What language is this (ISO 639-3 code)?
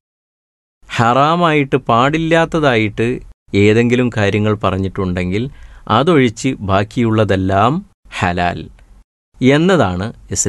mal